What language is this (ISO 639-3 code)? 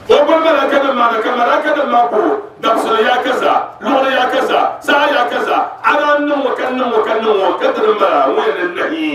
dag